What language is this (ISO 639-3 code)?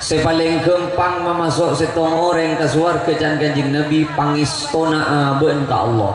mad